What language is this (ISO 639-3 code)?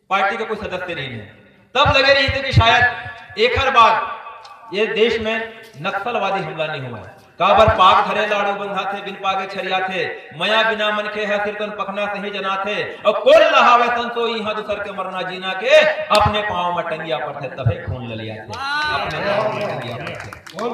hne